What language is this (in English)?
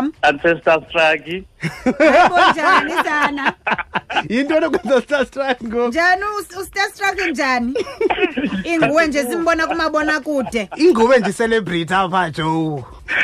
Xhosa